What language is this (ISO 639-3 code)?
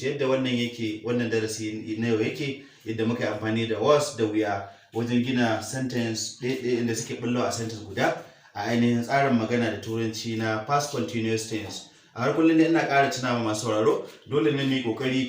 hau